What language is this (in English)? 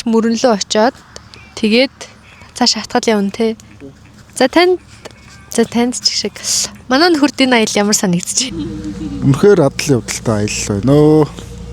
Mongolian